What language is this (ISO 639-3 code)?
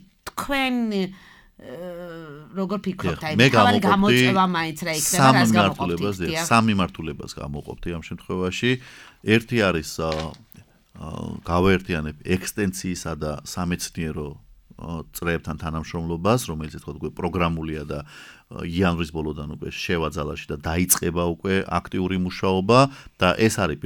kat